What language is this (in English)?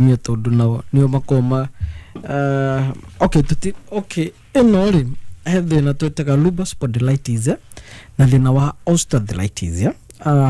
Kikuyu